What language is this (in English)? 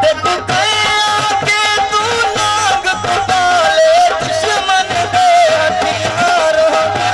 Saraiki